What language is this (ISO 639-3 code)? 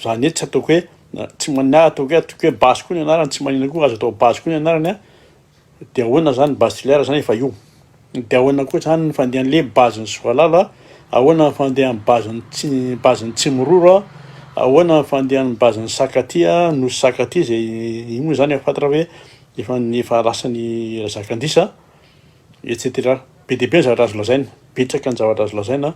mlg